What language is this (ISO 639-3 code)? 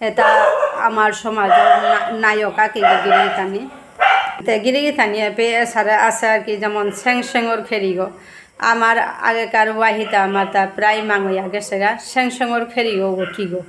bpy